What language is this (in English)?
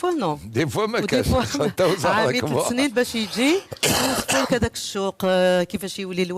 Algerian Arabic